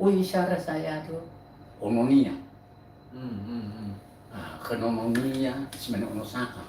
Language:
Nias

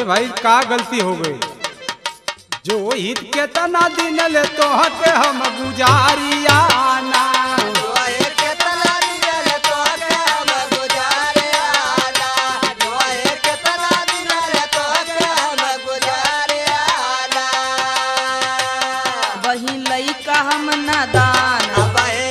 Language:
Bhojpuri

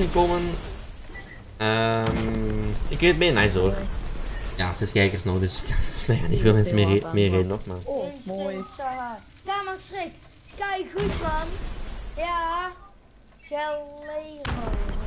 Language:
Dutch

